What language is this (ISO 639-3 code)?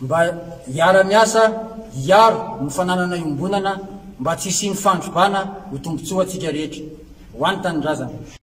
mlg